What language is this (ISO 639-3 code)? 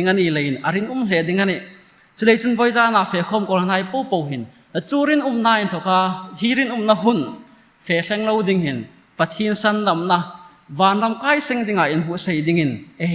hmr